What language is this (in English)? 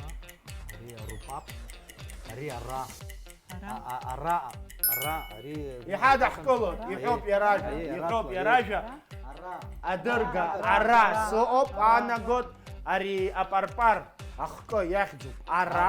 Abkhazian